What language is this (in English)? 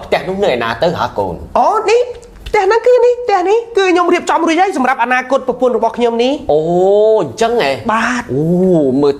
Khmer